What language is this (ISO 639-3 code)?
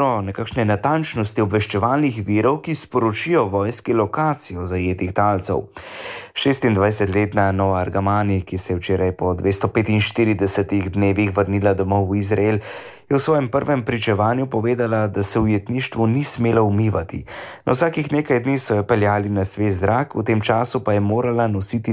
slv